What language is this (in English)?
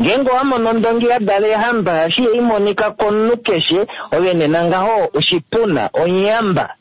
Kuanyama